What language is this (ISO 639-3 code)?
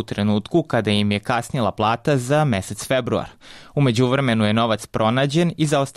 srp